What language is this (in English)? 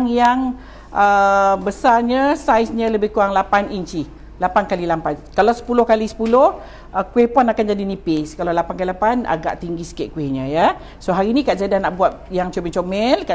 Malay